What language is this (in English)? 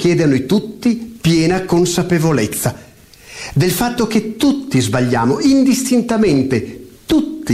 Italian